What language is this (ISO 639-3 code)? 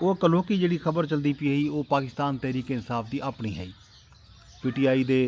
skr